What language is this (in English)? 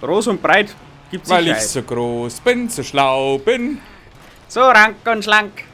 Bavarian